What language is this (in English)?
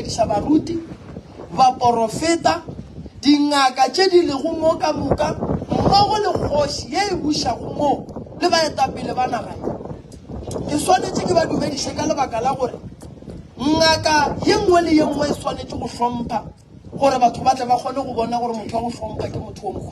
Northern Sotho